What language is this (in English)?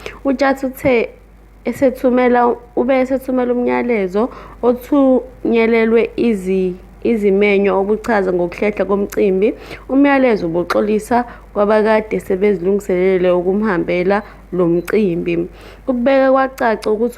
Zulu